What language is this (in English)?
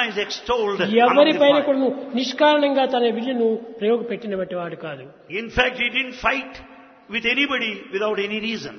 Telugu